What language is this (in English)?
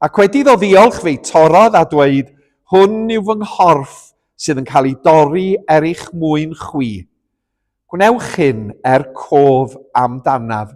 Welsh